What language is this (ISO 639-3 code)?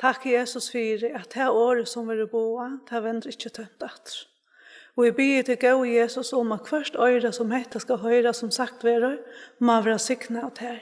fao